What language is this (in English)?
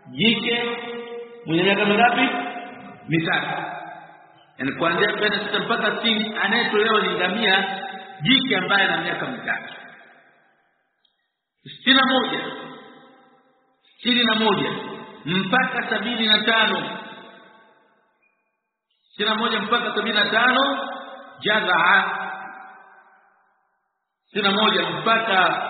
Swahili